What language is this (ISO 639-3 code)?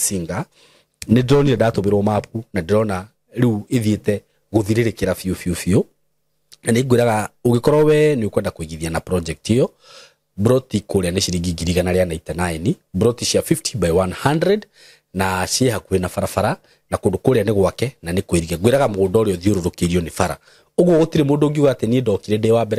kik